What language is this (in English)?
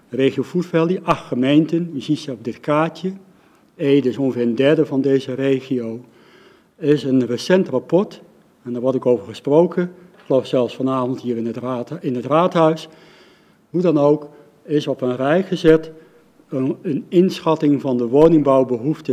Dutch